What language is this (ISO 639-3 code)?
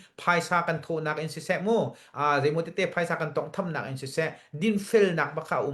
cnh